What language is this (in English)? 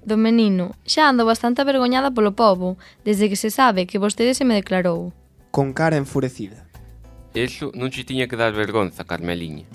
Galician